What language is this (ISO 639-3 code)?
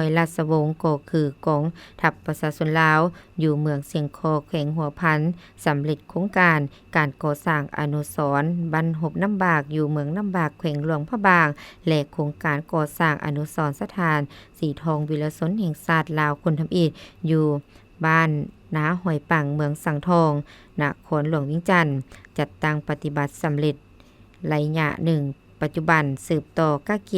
lao